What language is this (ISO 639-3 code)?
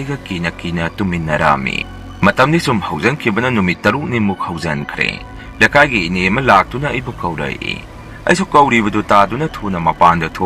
mni